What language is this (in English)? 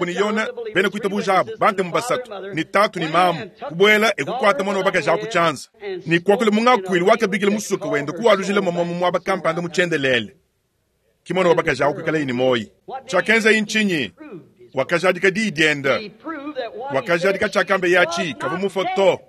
Luba-Lulua